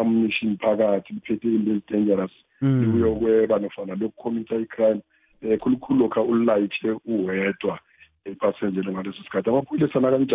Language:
South Ndebele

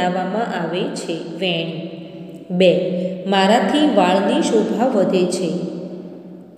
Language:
Gujarati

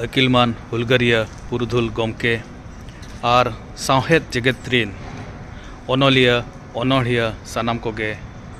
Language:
Santali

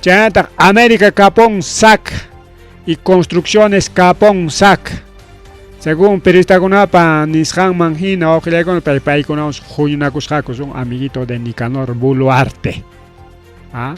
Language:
Ayacucho Quechua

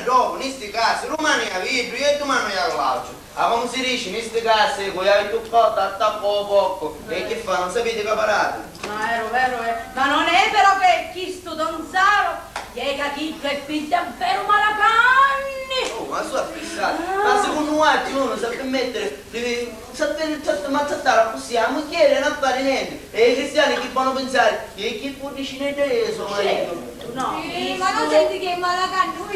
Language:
Sicilian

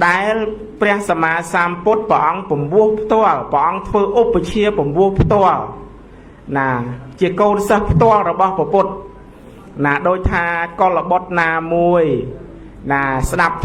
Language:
Khmer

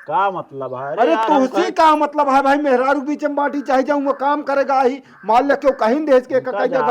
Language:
Awadhi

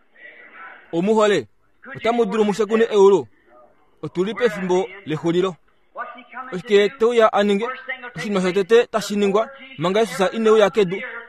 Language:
Kuanyama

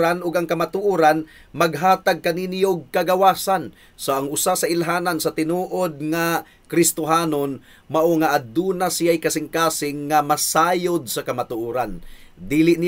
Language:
Cebuano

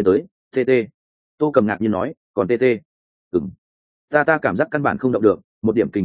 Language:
Vietnamese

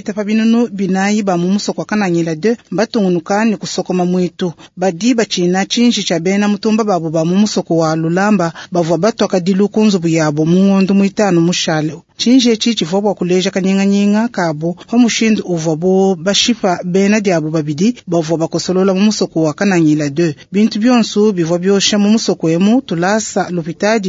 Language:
Luba-Lulua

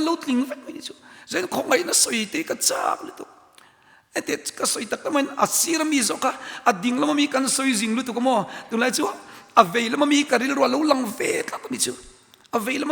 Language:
Mizo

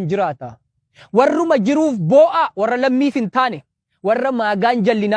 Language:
Oromo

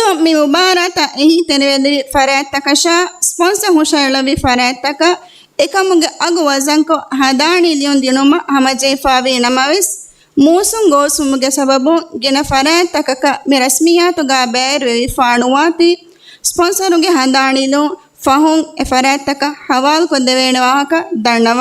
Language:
Divehi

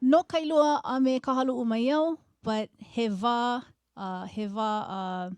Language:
Hawaiian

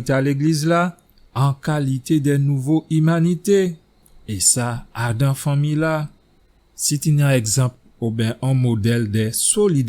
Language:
Guadeloupean Creole French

